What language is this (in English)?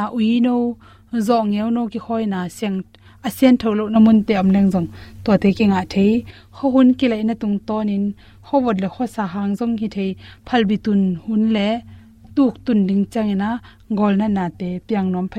Tedim Chin